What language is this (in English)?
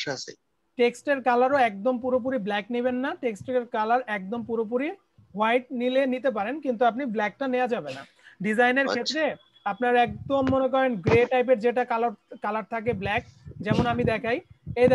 Bangla